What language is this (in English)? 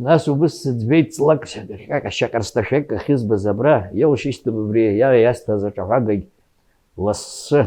Abkhazian